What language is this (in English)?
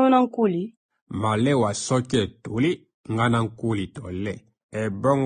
Lingala